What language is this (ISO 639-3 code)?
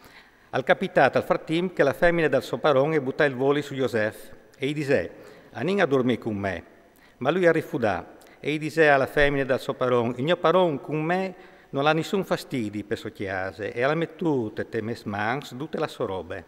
fur